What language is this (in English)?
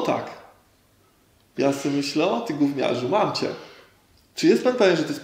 Polish